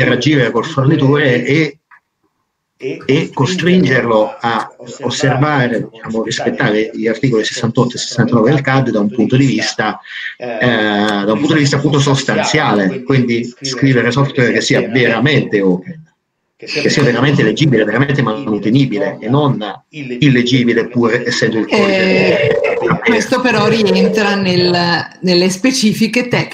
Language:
Italian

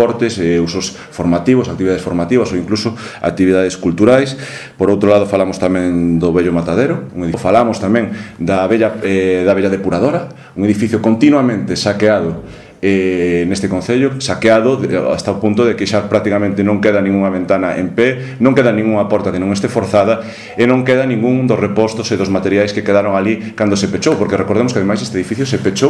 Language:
Galician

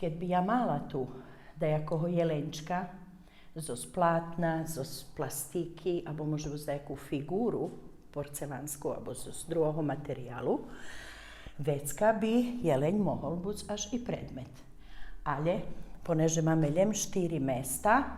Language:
Rusyn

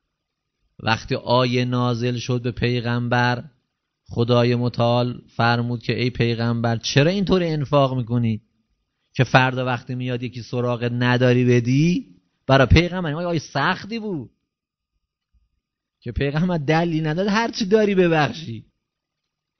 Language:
Persian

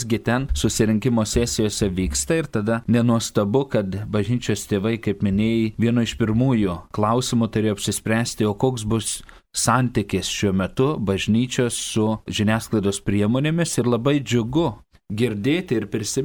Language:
Lithuanian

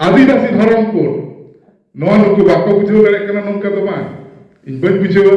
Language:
Santali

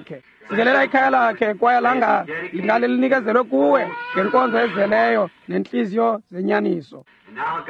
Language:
Xhosa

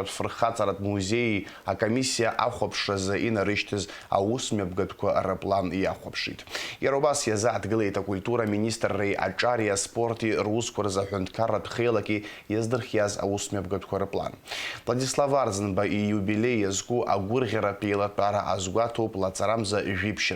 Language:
Abkhazian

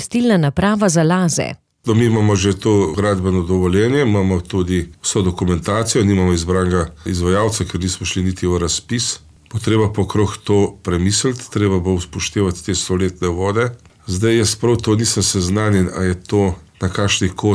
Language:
Slovenian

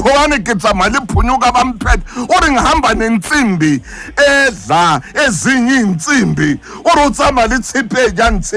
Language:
Southern Sotho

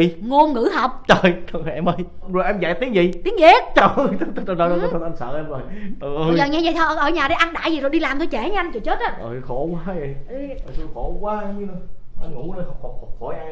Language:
Vietnamese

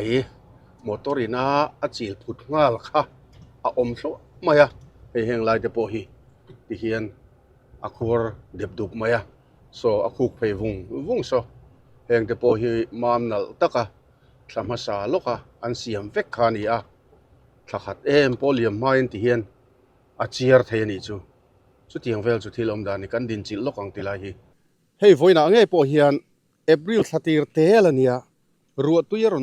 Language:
Mizo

